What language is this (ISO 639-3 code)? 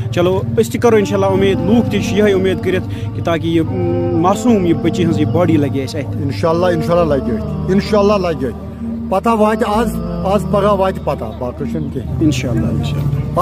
kas